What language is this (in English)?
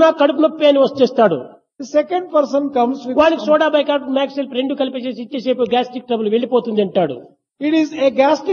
Telugu